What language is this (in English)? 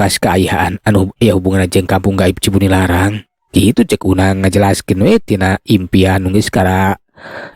Sundanese